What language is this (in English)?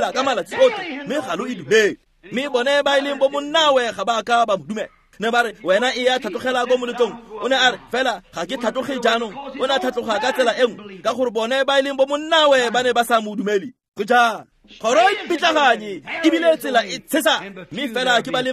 Tswana